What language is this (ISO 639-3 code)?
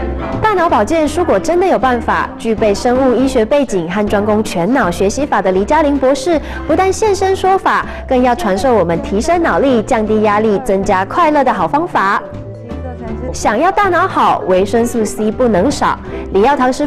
zho